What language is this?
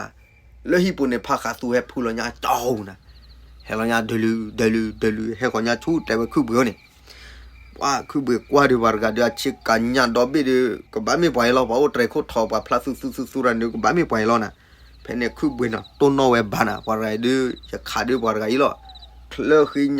S'gaw Karen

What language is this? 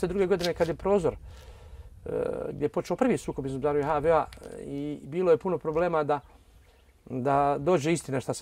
Bosnian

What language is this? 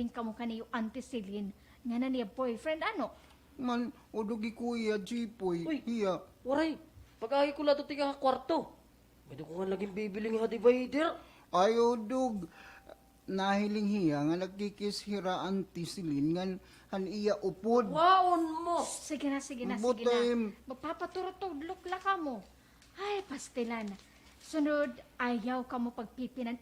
Waray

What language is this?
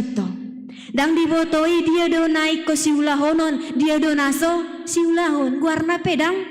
Batak Toba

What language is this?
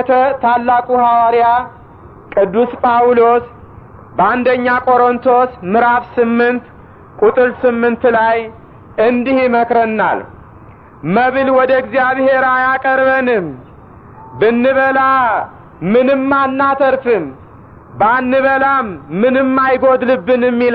Amharic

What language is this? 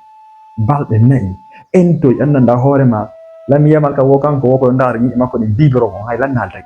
Fula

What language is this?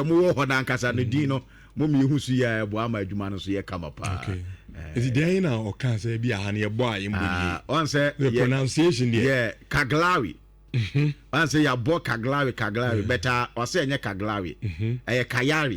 Akan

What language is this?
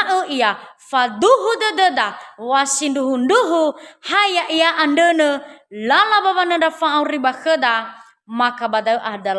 Nias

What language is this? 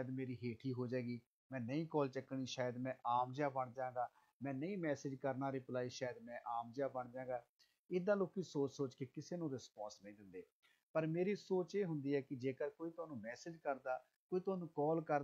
Punjabi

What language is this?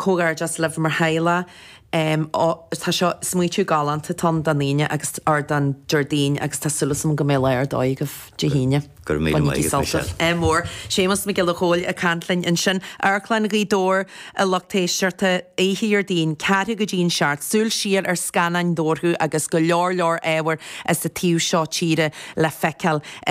Irish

